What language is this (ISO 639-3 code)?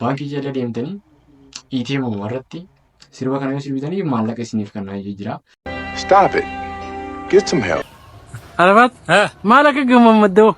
orm